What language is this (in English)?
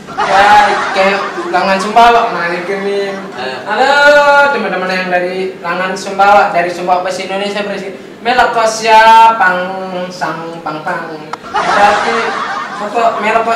Sasak